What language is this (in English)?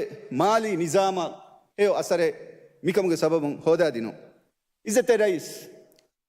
Divehi